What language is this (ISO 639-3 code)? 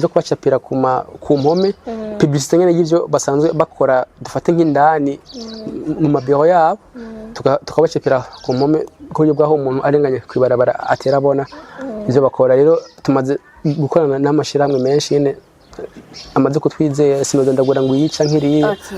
run